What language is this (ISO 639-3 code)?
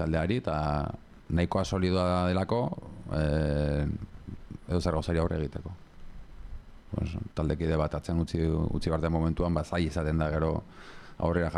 eus